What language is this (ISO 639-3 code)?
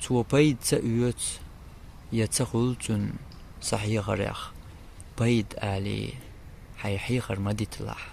che